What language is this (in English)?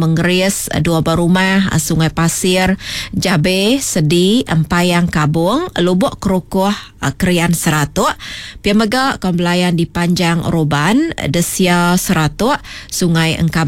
Iban